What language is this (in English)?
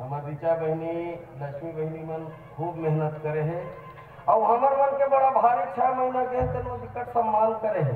Chhattisgarhi